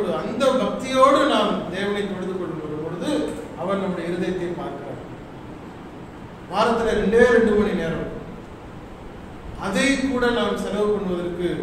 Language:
Tamil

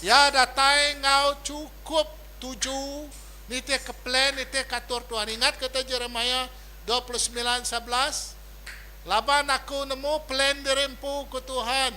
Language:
Iban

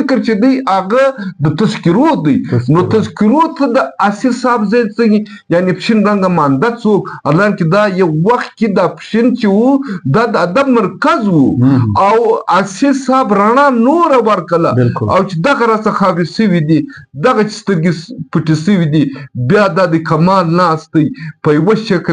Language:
Pashto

